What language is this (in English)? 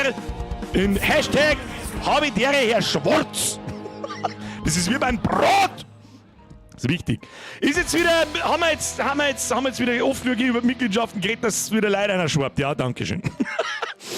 Bavarian